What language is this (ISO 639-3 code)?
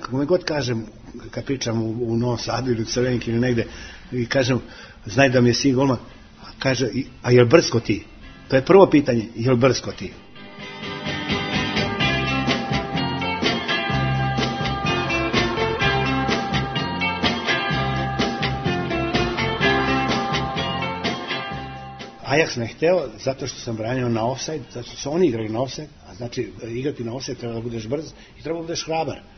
srp